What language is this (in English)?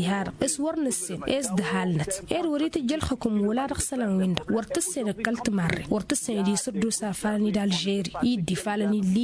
Tamasheq